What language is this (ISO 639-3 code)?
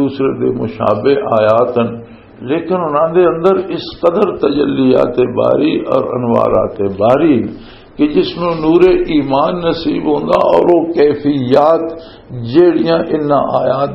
lah